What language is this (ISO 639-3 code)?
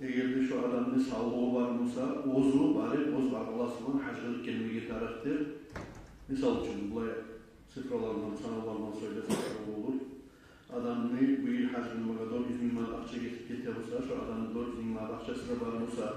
kum